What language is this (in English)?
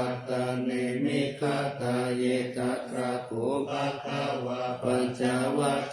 Pali